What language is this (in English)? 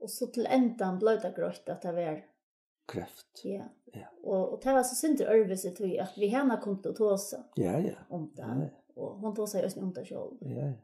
Faroese